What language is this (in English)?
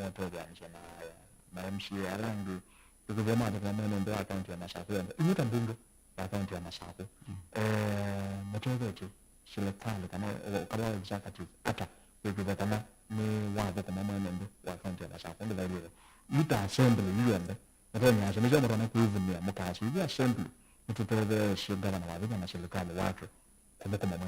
Kamba